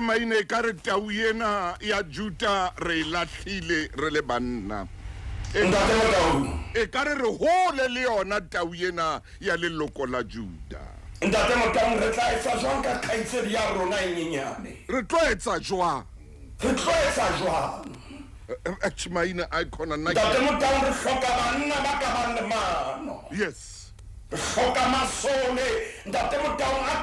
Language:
Southern Sotho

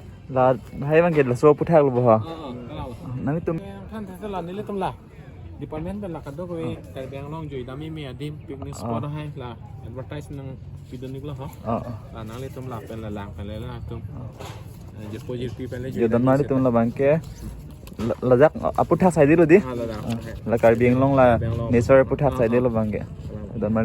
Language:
Karbi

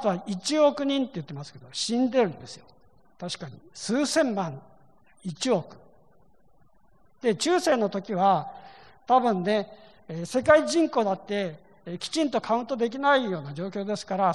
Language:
Japanese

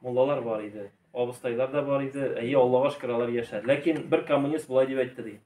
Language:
Tatar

